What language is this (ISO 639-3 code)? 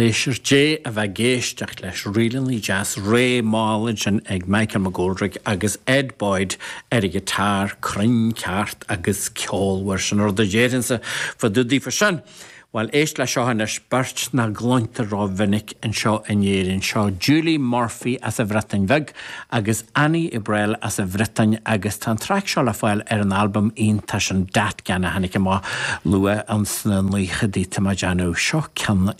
gle